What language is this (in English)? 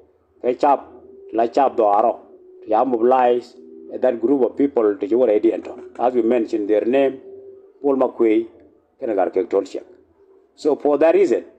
Nuer